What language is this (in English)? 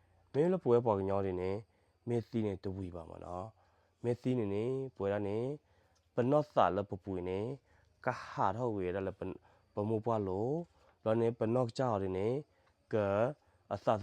S'gaw Karen